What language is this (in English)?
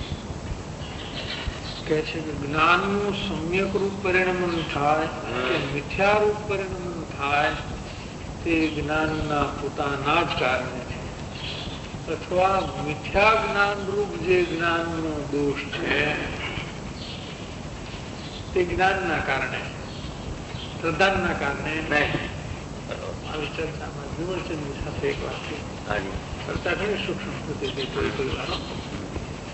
Gujarati